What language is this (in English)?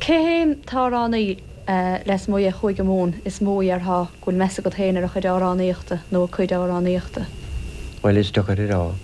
Irish